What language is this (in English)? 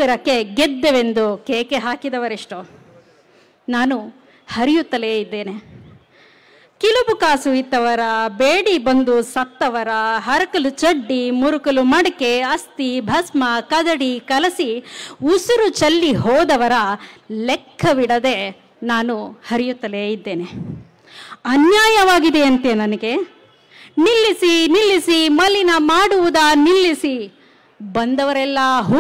Kannada